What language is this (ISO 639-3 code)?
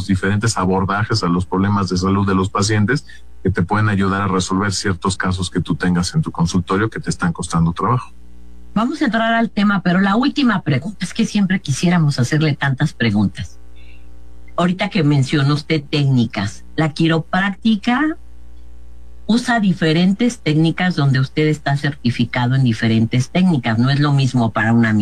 spa